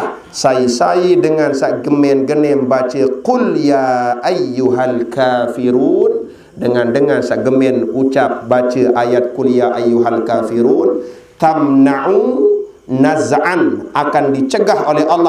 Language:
Sasak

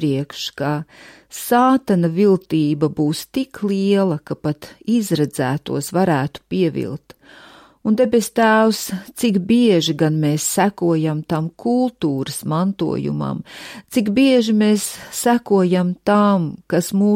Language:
Latvian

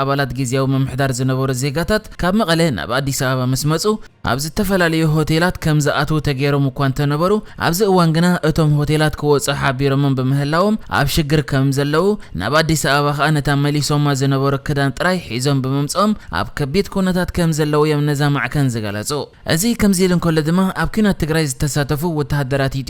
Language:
Tigrinya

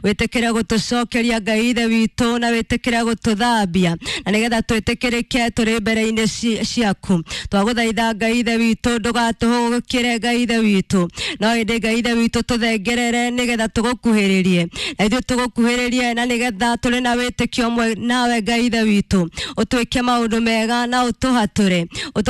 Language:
Kikuyu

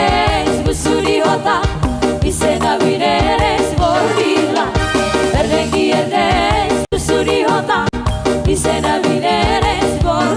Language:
Batak Toba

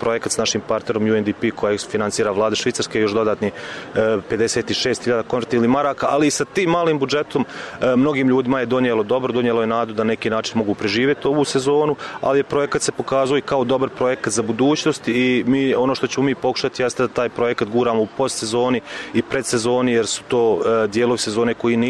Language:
Bosnian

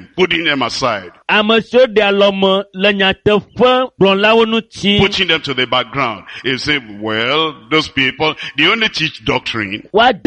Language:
Ewe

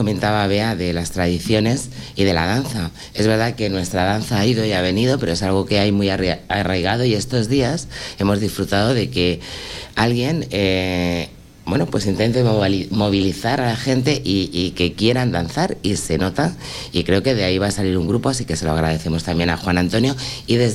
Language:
Spanish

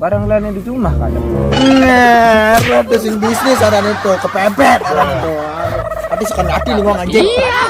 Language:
Balinese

